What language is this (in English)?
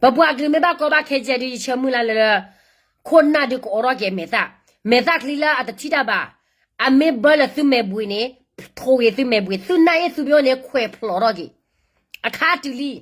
S'gaw Karen